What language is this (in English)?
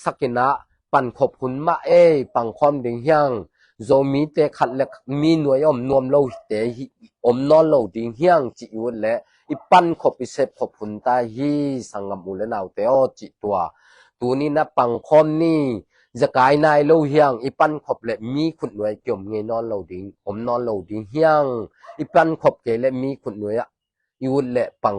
Tedim Chin